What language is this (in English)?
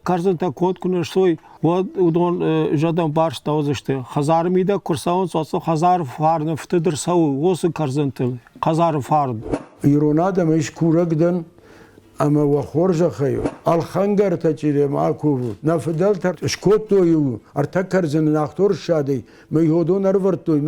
Ossetic